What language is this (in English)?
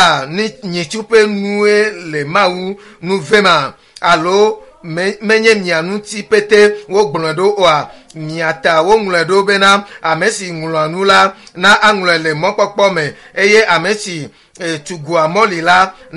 Ewe